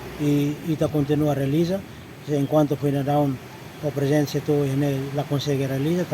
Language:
Tetum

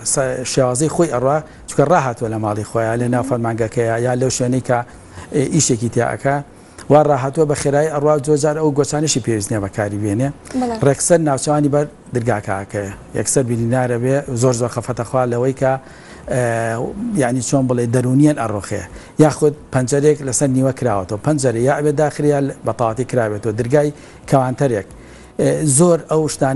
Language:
Central Kurdish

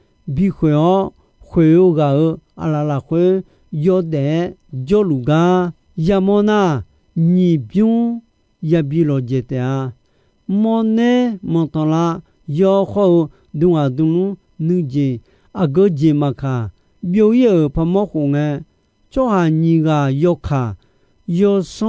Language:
Akha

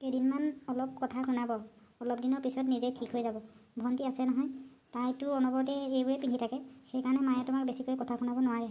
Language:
Assamese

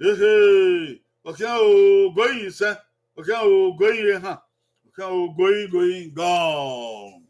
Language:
Bini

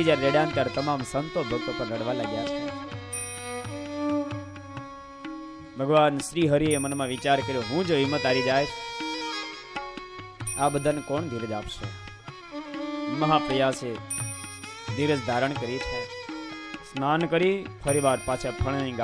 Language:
Gujarati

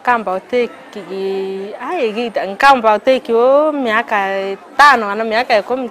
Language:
Meru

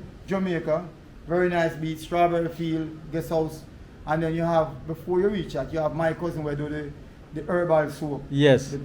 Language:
Jamaican Creole English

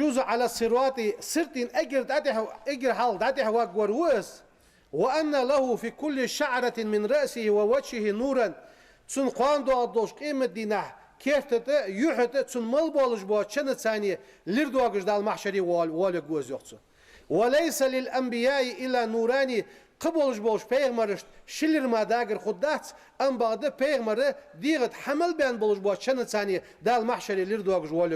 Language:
Ingush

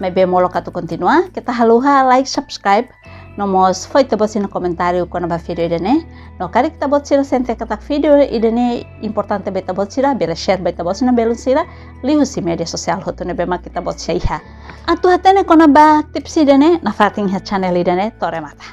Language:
Tetum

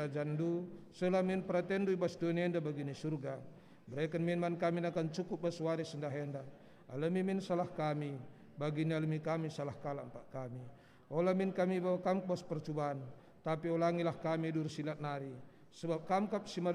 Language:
Batak Karo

